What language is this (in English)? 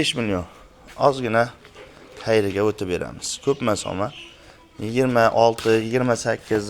Uzbek